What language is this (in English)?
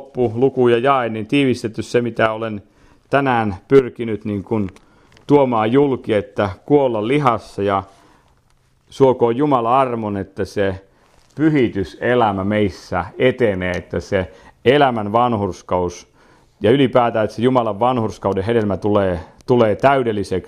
Finnish